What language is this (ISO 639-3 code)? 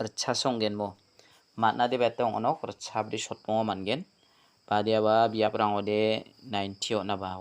grt